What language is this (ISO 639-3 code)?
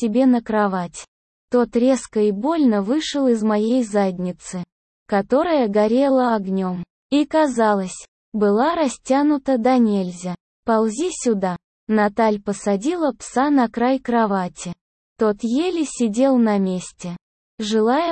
rus